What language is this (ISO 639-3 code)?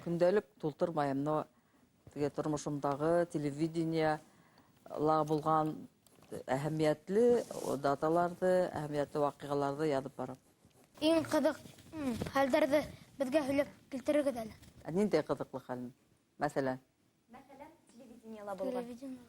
bak